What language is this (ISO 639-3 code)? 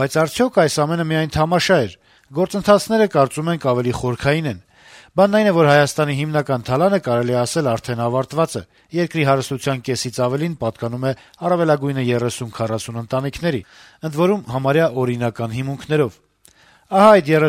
hye